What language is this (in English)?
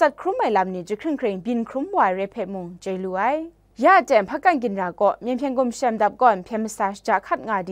Kachin